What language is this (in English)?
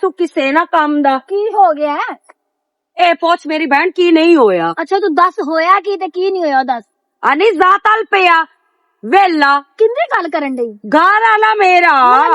Western Panjabi